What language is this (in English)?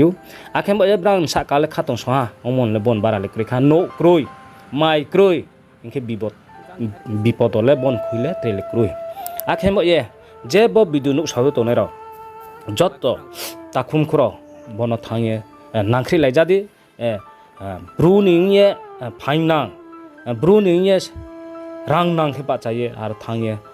Riang (India)